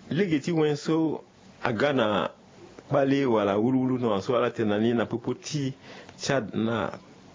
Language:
Sango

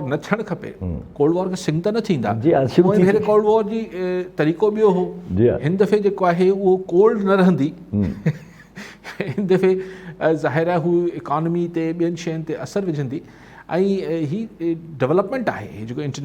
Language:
Sindhi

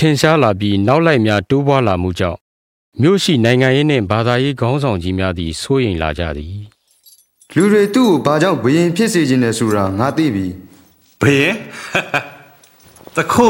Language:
Burmese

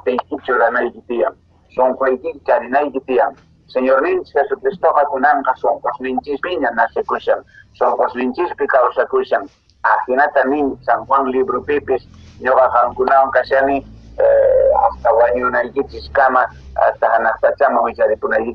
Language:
Quechua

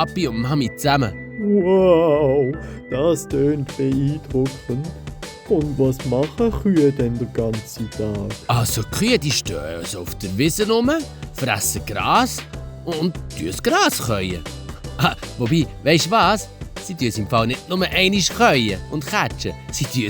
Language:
Swiss German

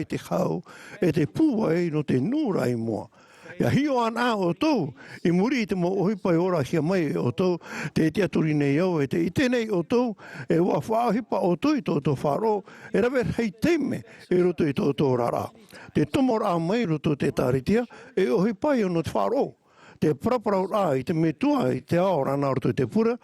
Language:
Tahitian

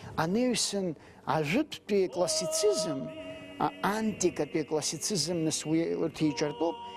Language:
Abkhazian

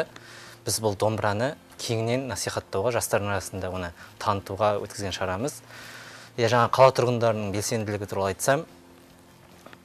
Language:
Kazakh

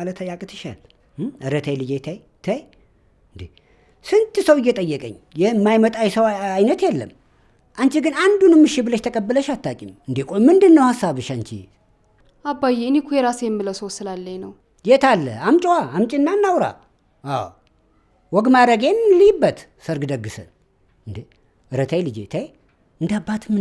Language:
Amharic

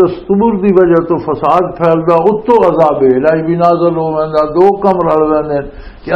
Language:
Western Panjabi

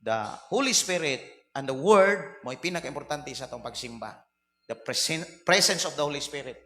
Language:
Cebuano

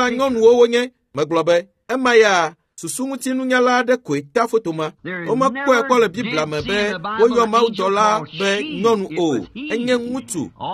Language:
Ewe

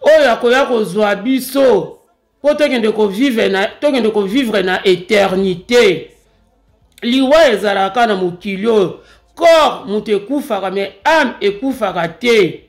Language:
Lingala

